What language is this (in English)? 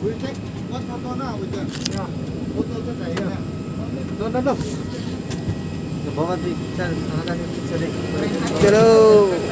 Kok Borok